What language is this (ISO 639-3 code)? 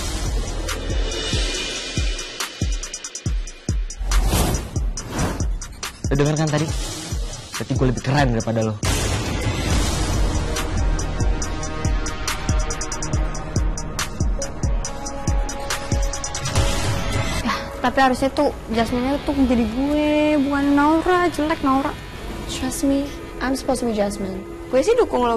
ind